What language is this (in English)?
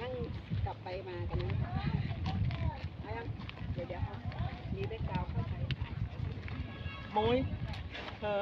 Lao